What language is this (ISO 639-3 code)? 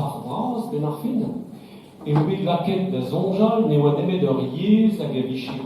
bre